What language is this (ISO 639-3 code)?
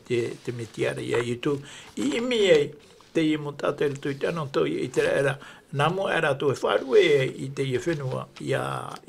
tah